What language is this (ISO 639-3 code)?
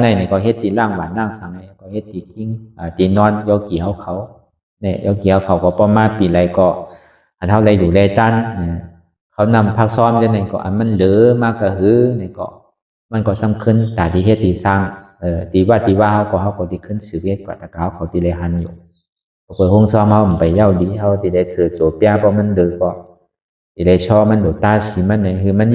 shn